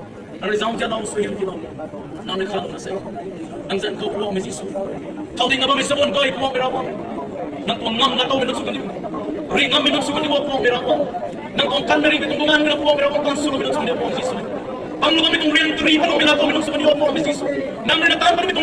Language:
Rongmei Naga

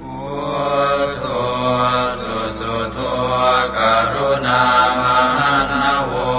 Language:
Pali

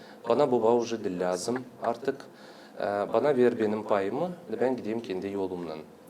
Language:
Gagauz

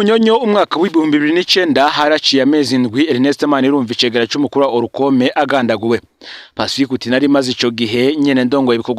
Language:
Rundi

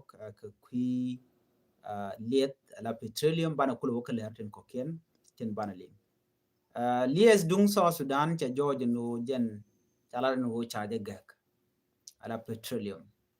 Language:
Nuer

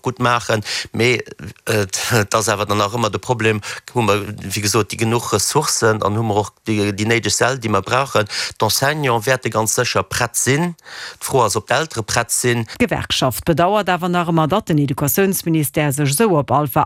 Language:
Luxembourgish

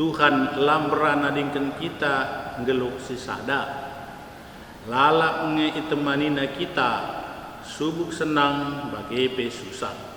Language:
Batak Karo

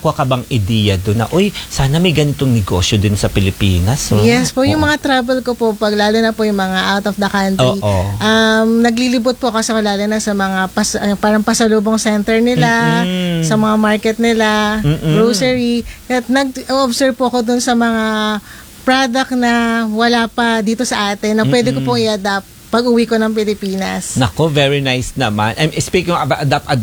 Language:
Filipino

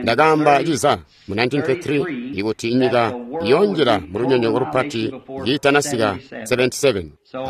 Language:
Tonga (Zambia)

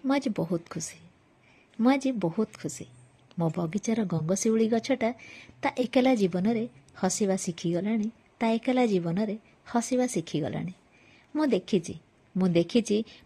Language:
Odia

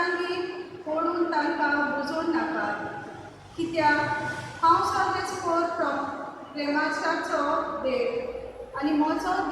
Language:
Konkani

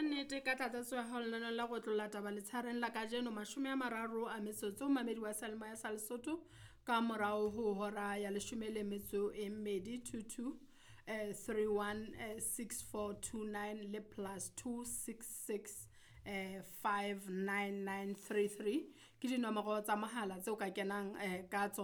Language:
Southern Sotho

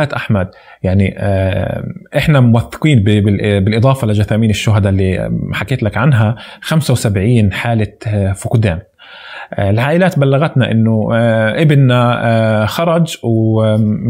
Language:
North Levantine Arabic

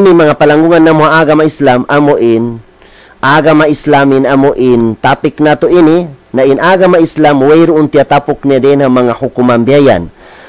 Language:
Tausug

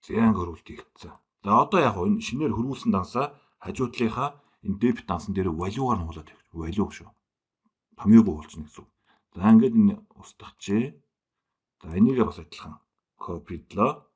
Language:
Mongolian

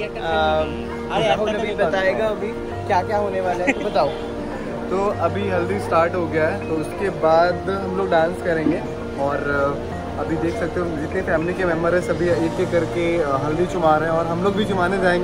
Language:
Hindi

